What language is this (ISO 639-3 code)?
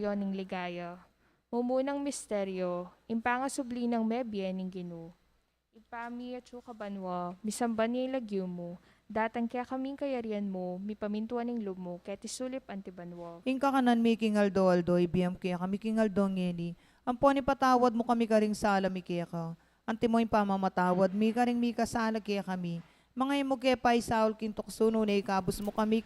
pam